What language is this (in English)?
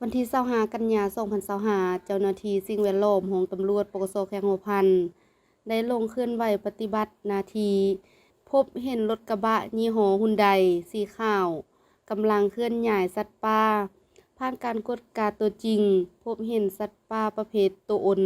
Lao